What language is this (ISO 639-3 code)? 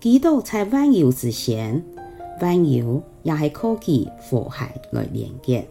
hak